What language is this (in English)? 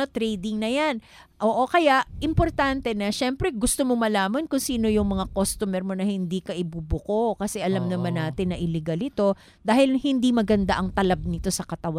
Filipino